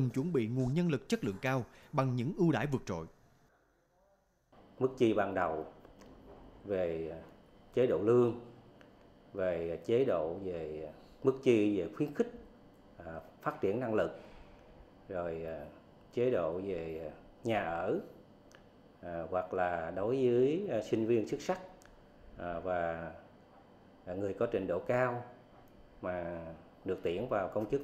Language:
Vietnamese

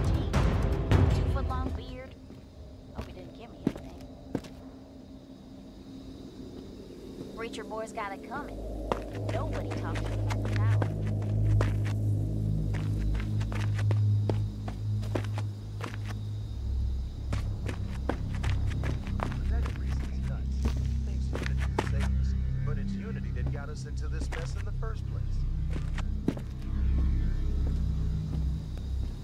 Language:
English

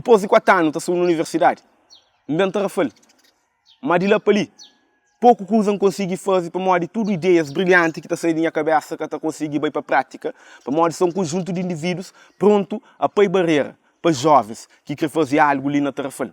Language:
Kabuverdianu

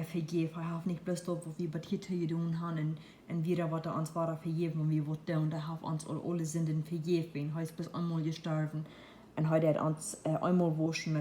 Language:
Plautdietsch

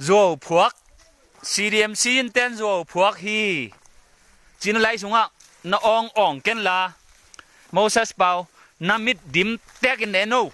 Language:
Tedim Chin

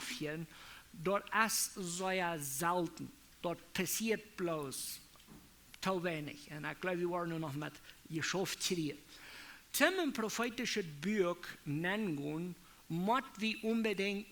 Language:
Plautdietsch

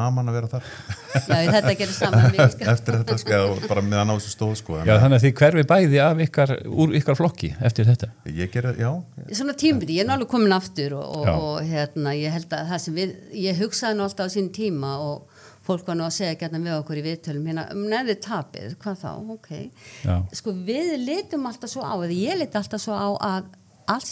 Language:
Icelandic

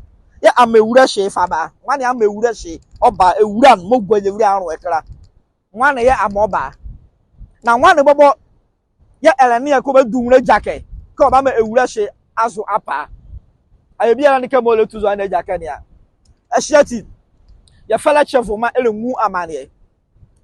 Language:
Nzima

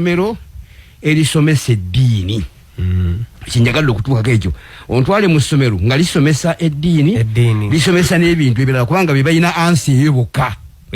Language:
Ganda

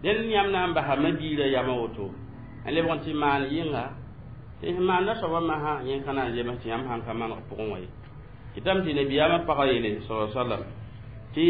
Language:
Mossi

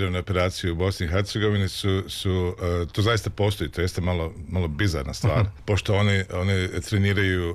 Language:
Serbian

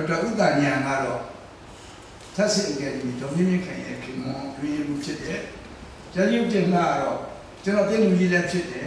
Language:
Burmese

